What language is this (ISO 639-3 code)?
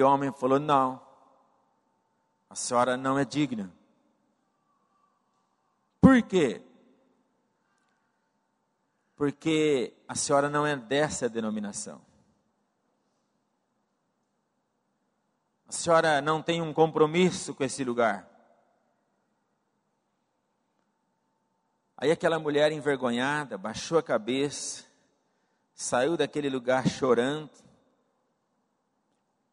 por